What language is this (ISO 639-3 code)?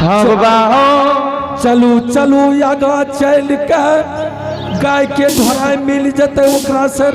anp